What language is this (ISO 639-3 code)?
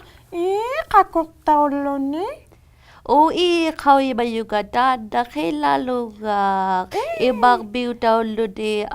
iku